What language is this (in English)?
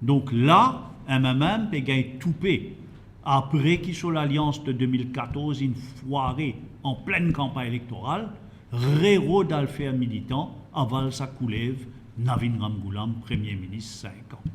Morisyen